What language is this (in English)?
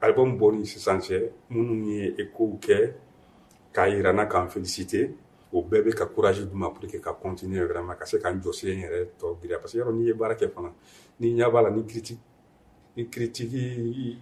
Bambara